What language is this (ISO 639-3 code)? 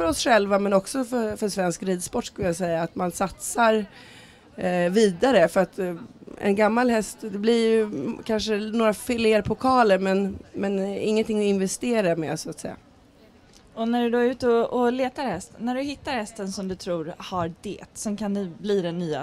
swe